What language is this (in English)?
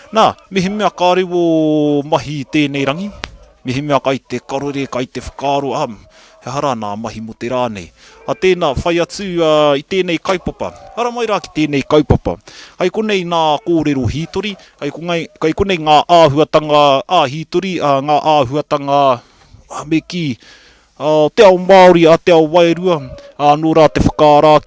Māori